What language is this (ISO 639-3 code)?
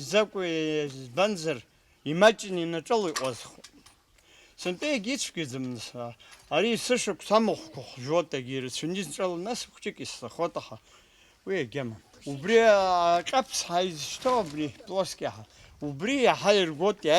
abk